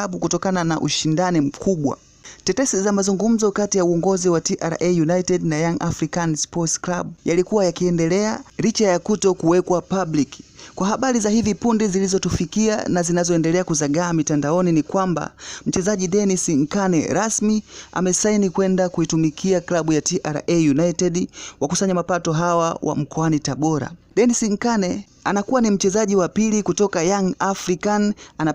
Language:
Swahili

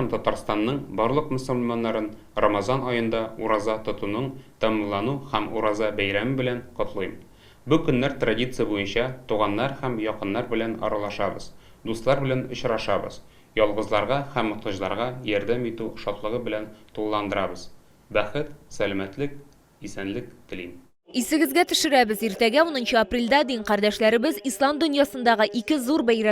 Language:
Tatar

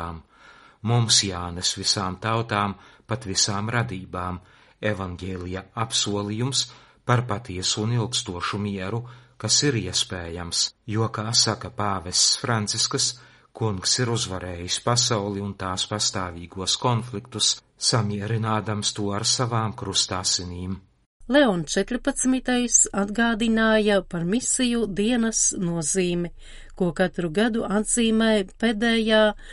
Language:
Latvian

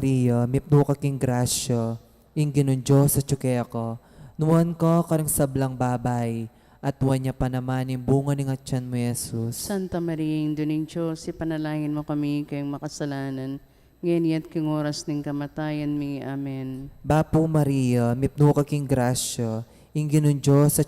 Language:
Pampanga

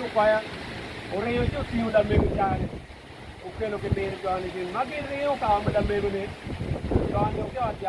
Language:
Acoli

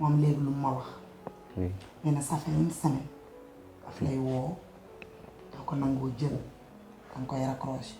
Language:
Wolof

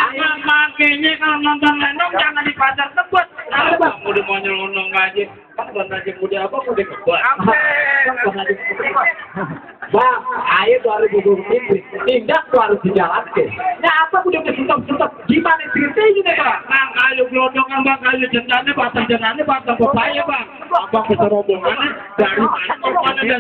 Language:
Betawi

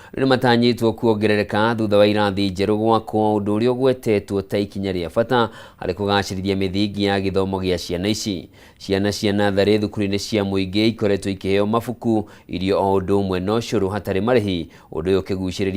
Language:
Kikuyu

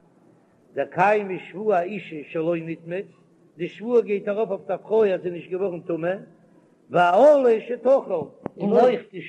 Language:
Yiddish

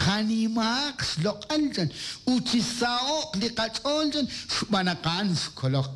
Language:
Kekchí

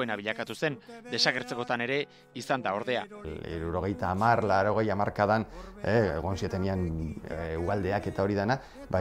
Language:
Basque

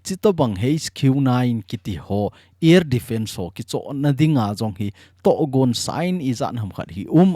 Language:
Thado Chin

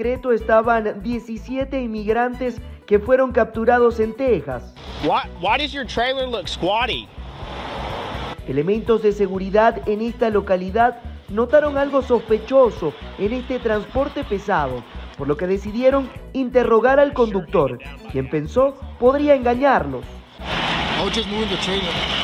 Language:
Spanish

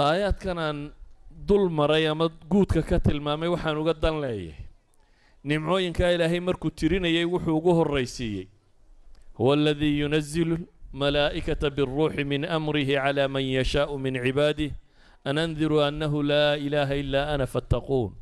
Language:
Somali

